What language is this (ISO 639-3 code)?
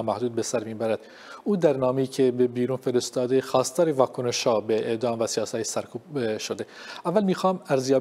fas